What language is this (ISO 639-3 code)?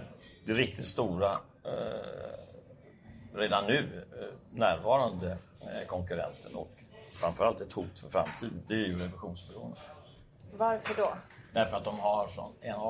swe